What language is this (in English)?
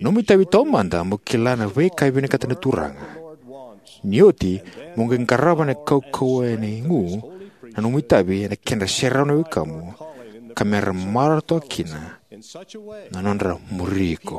Fijian